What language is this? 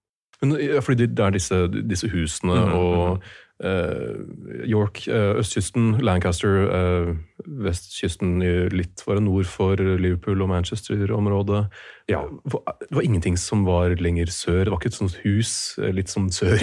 Norwegian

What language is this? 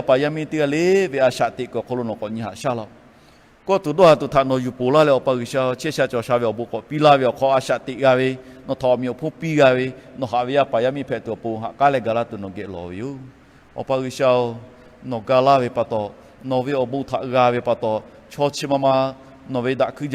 Lahu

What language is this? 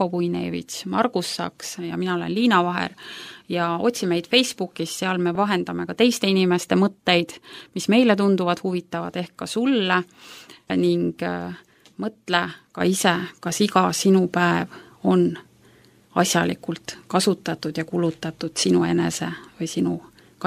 Estonian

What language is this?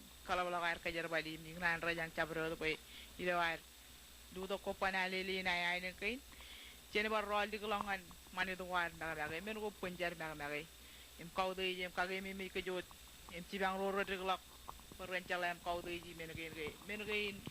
Marshallese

